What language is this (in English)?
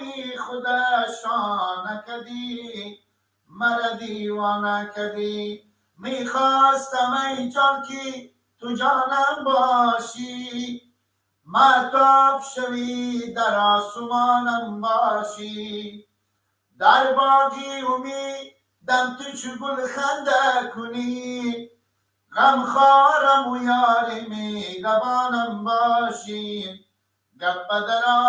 Persian